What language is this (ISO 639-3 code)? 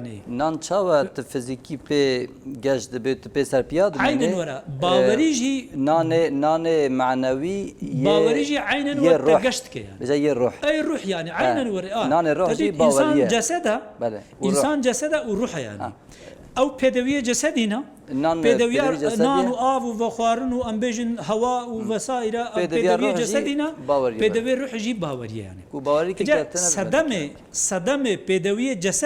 kur